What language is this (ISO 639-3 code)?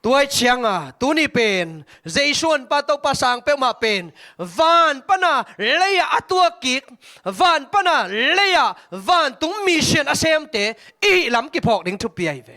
ctd